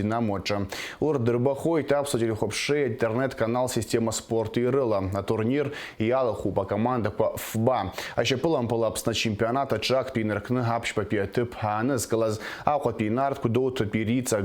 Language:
Abkhazian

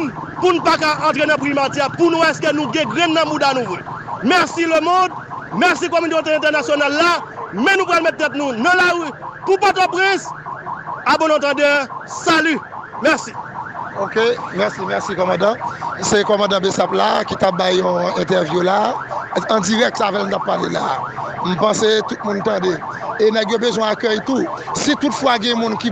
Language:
Haitian Creole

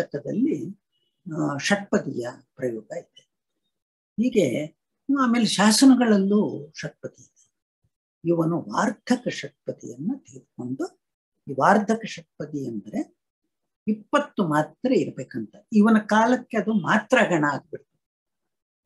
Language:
Kannada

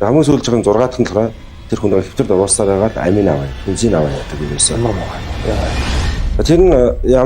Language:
Mongolian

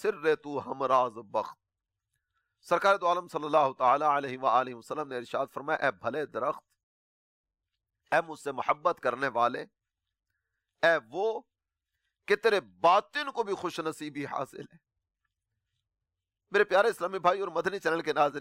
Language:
Urdu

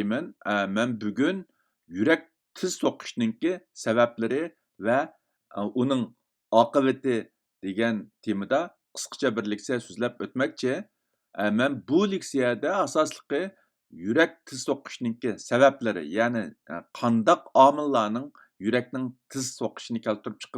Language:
Uyghur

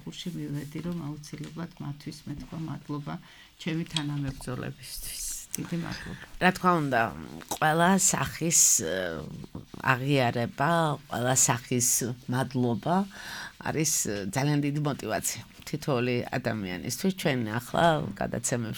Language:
Georgian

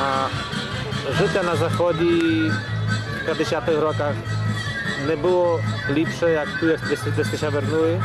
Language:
Rusyn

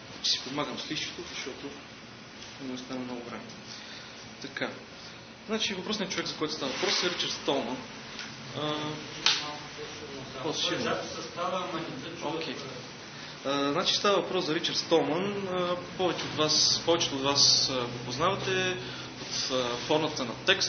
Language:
Bulgarian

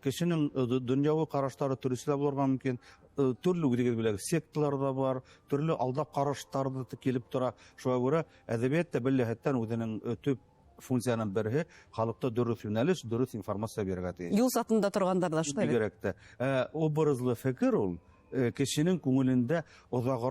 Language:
Bashkir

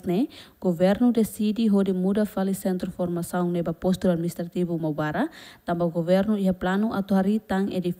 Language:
Tetum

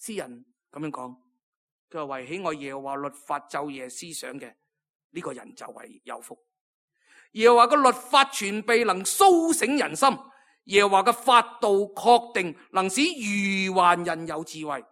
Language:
Cantonese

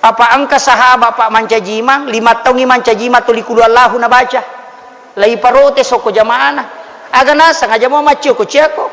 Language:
Buginese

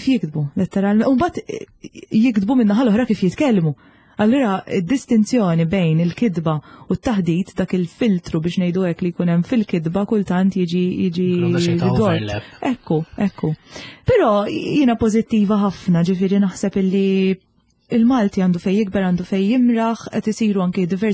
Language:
Maltese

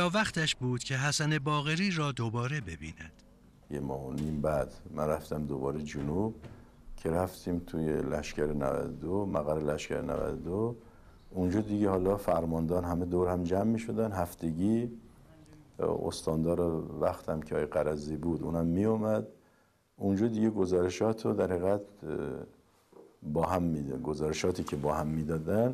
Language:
Persian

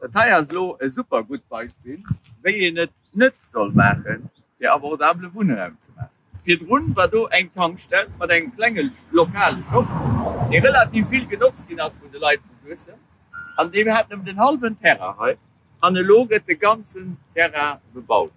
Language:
Luxembourgish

